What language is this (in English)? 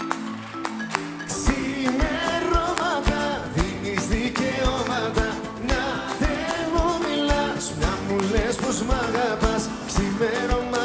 Greek